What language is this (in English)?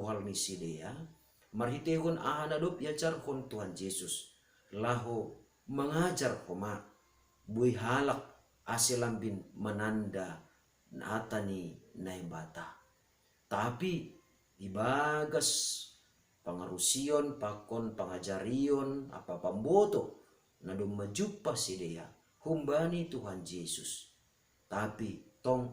Batak Simalungun